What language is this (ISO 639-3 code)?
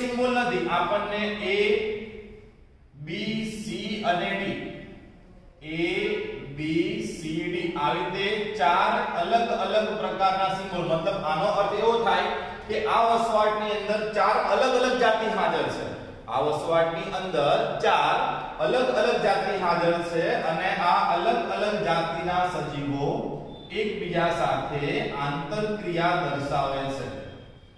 guj